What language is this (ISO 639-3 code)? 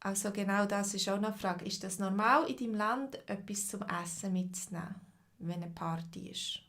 gsw